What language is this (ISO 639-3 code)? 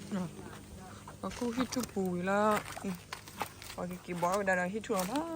ksw